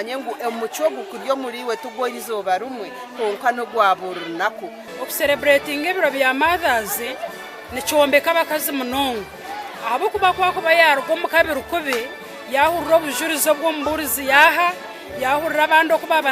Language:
Nyankole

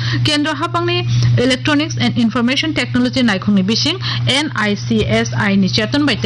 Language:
Kok Borok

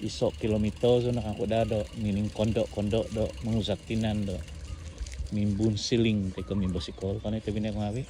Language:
Central Dusun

